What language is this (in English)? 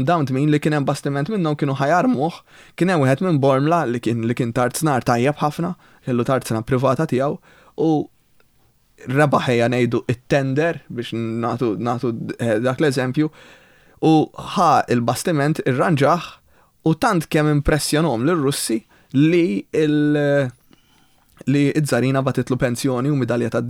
Maltese